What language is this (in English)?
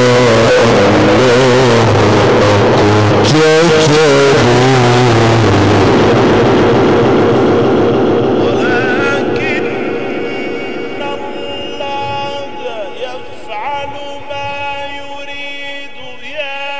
Arabic